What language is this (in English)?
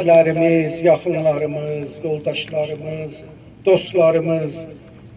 South Azerbaijani